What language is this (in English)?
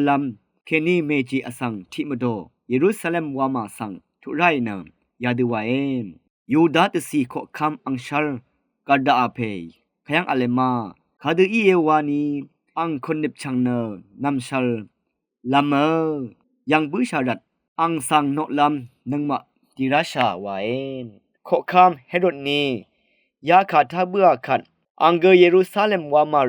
Rawang